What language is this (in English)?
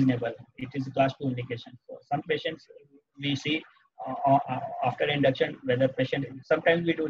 English